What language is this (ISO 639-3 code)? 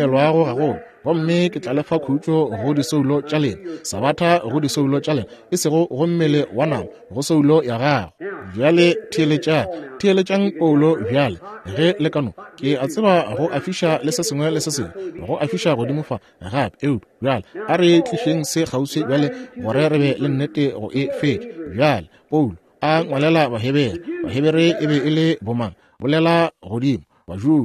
nso